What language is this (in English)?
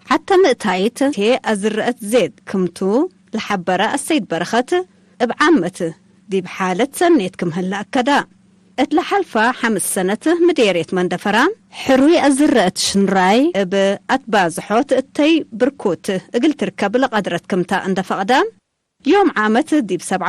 Tigre